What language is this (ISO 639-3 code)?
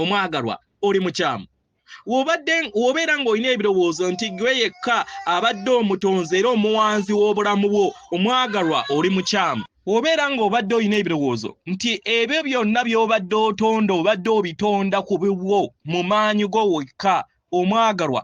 lug